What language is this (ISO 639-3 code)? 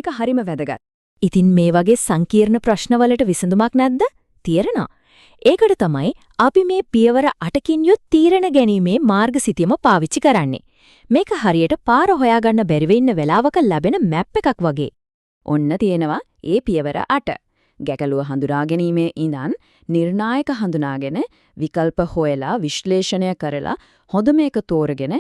sin